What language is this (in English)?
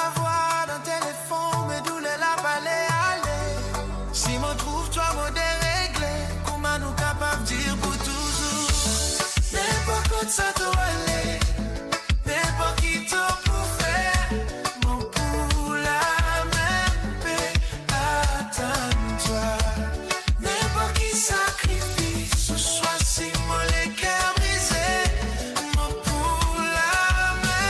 Morisyen